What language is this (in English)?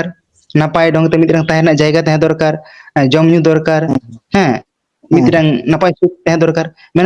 Santali